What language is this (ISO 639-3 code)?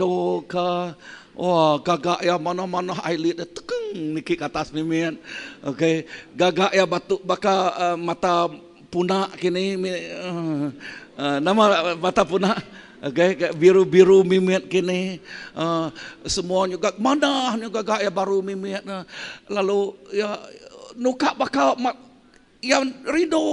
iba